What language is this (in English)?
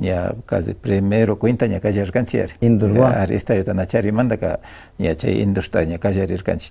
Imbabura Highland Quichua